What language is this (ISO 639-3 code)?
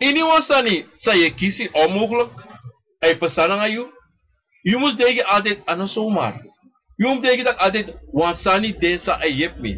srn